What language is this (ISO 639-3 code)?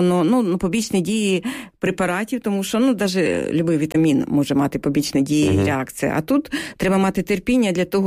ukr